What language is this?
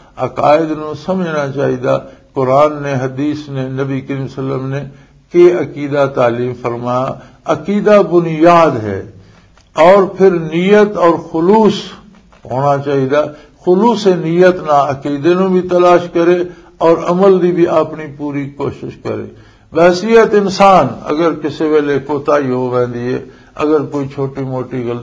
Western Panjabi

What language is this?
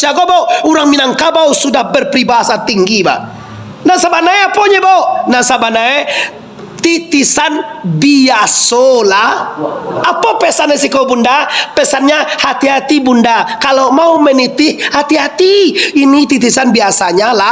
Minangkabau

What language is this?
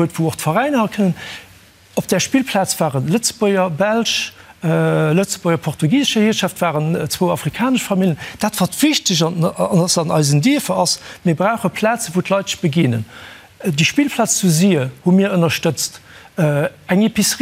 Luxembourgish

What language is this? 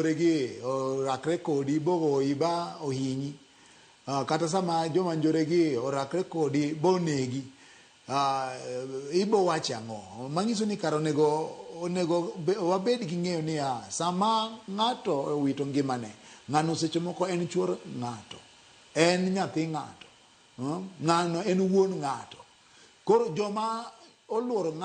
Luo (Kenya and Tanzania)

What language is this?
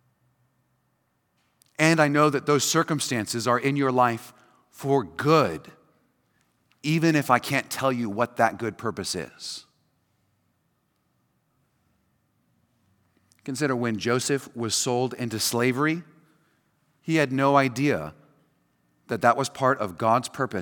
English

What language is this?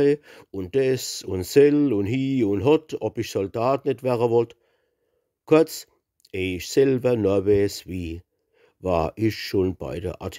Palatine German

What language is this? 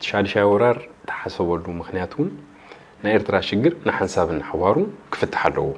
Tigrinya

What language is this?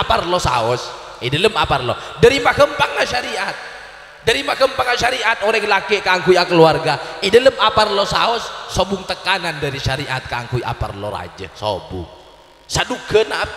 Madurese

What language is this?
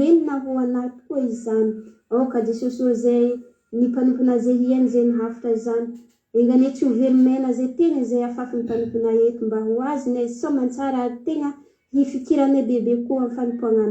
Malagasy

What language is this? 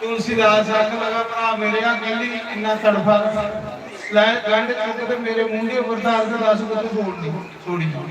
Dogri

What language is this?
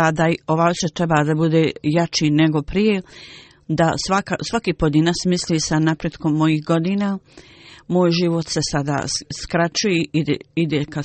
Bosnian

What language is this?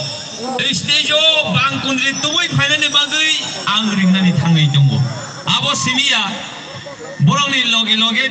Kok Borok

